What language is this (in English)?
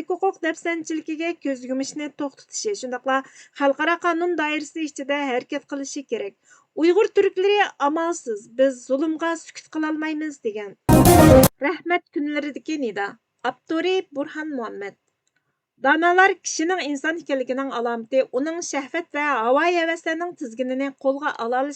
Uyghur